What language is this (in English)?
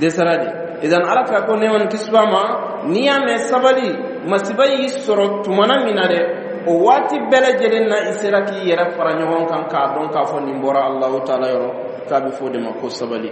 Dyula